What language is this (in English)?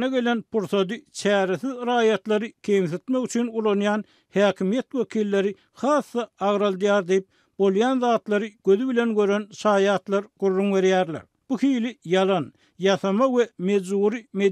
Turkmen